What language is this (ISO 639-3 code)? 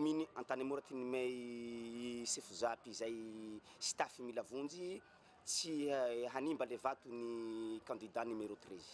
mlg